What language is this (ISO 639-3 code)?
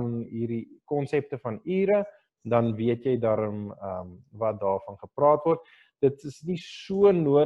afr